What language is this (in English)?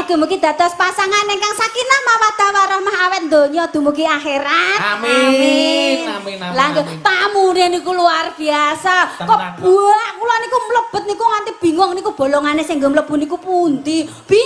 Javanese